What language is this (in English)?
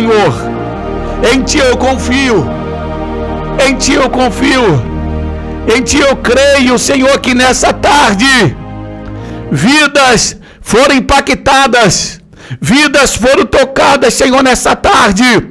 Portuguese